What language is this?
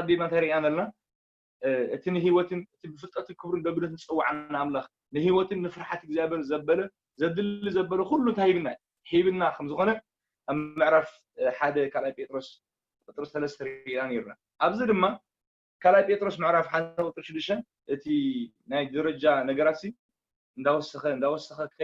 Tigrinya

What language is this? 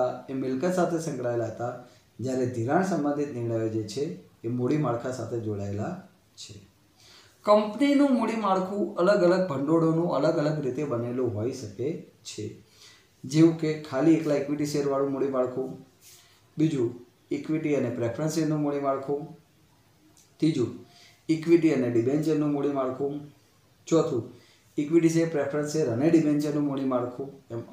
Gujarati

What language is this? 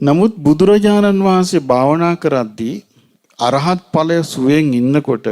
Sinhala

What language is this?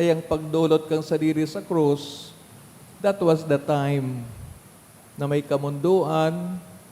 Bikol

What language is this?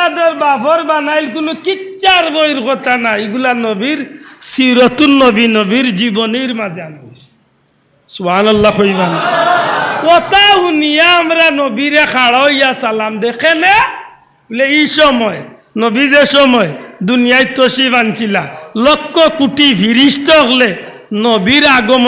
Sylheti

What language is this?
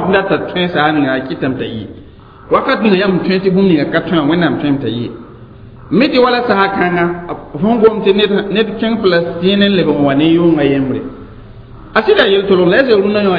Mossi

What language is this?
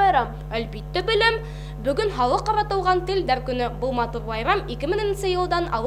Bashkir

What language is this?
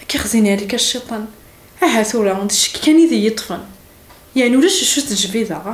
Kabyle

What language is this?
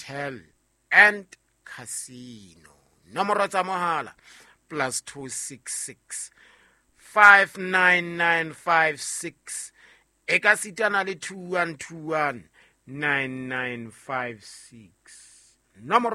Southern Sotho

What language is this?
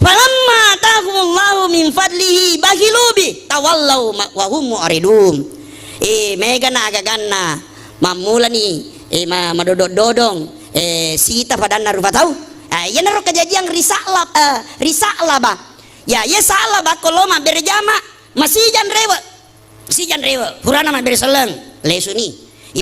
Buginese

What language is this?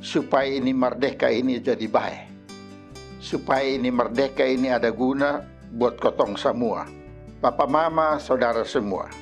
Kupang Malay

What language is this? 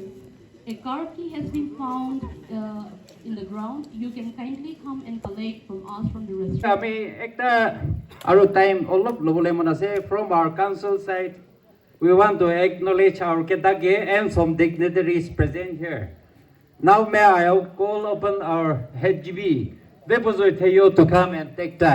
Chokri Naga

